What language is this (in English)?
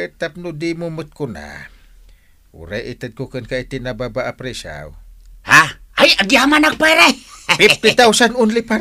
Iloko